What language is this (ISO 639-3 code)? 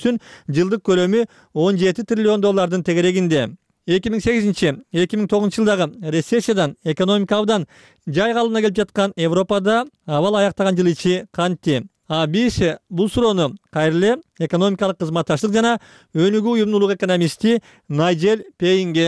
kir